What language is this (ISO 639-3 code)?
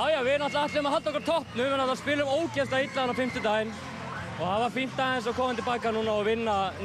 isl